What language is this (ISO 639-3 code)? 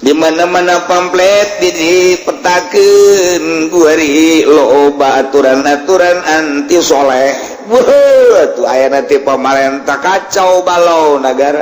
sun